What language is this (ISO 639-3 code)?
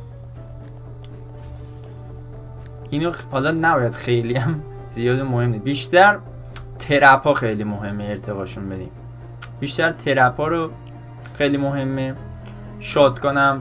fas